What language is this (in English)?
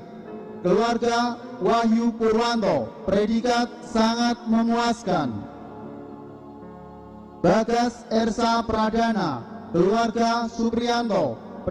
Indonesian